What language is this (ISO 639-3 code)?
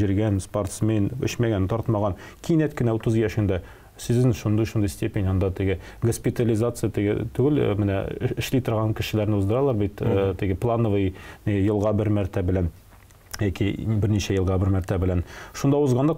tat